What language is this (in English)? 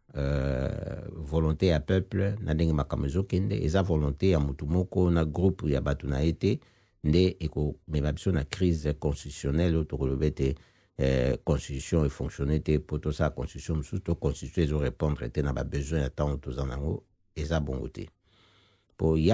Lingala